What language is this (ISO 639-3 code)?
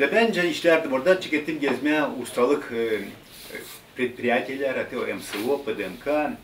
gag